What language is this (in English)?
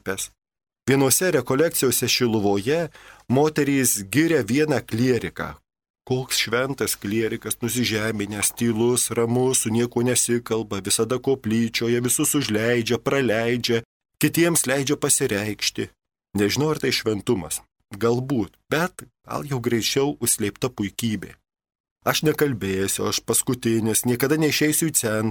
Lithuanian